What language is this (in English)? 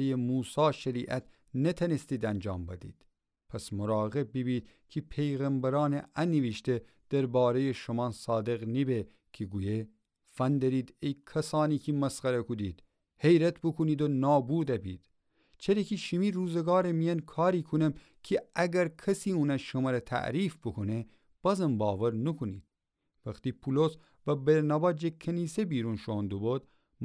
Gilaki